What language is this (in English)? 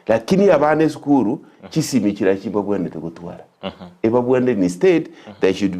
Gusii